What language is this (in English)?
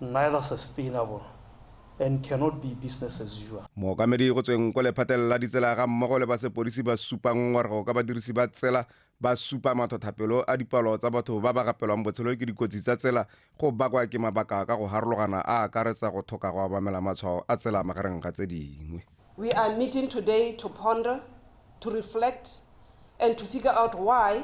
Tswana